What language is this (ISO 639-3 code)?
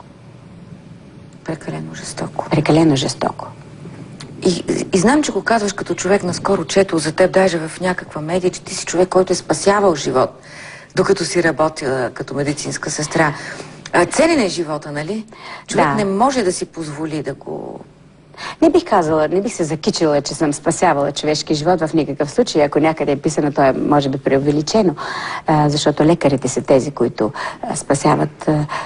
bul